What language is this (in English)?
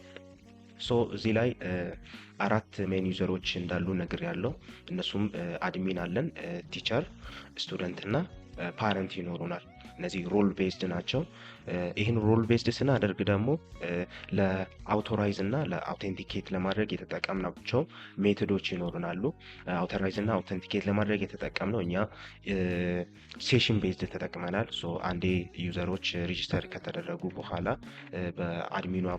Amharic